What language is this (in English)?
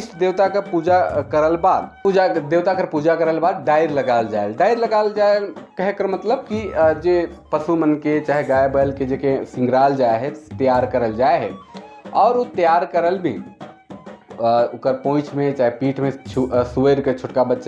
Sadri